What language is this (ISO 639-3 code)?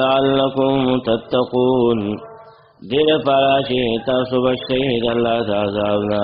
pus